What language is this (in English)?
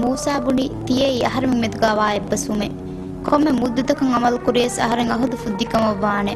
Divehi